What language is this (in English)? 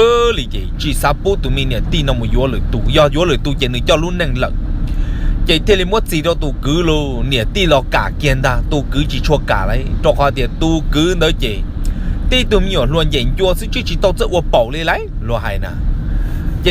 Hmong